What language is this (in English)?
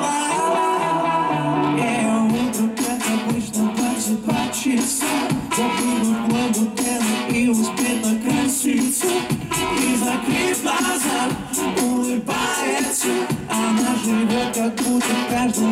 Russian